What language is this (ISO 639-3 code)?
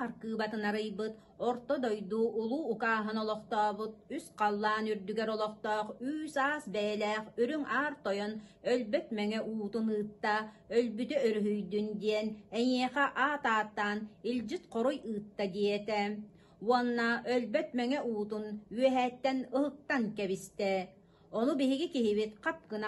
sah